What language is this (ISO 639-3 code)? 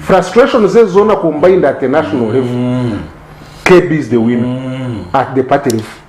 nyn